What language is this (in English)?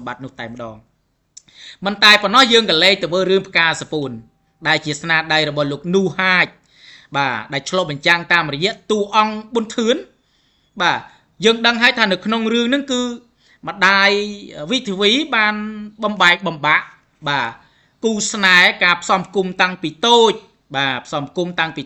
Khmer